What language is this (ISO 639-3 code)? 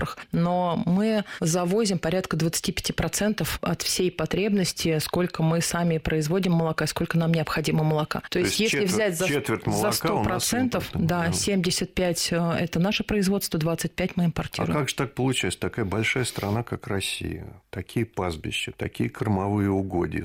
rus